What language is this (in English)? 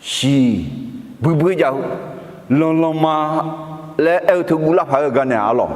Akha